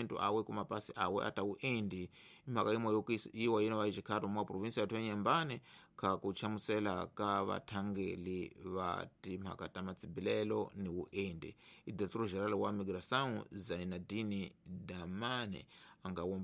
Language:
Tsonga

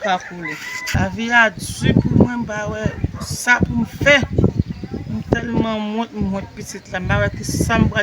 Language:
Haitian Creole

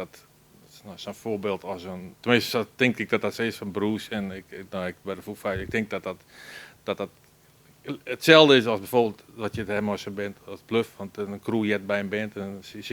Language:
Western Frisian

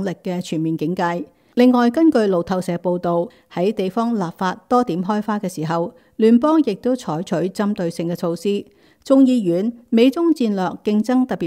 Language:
Cantonese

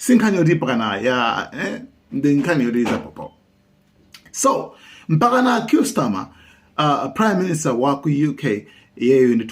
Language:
Nyanja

